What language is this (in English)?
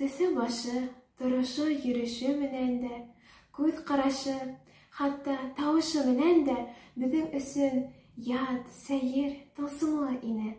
Bashkir